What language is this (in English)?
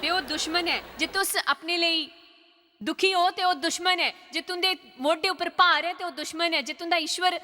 Dogri